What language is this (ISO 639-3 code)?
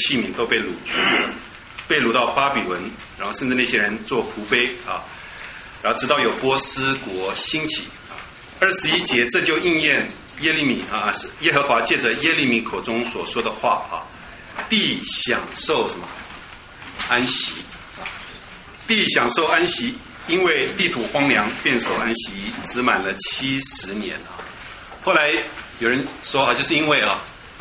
zho